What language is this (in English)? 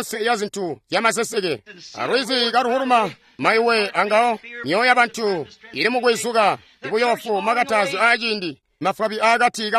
Tonga (Zambia)